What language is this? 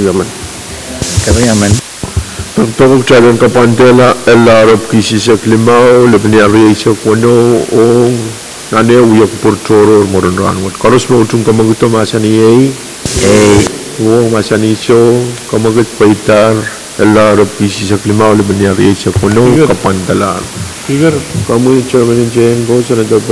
Pohnpeian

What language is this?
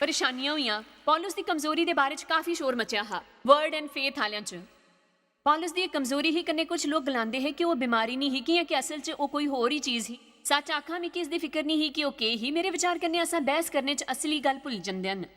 Dogri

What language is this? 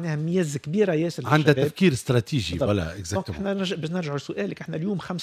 Tunisian Arabic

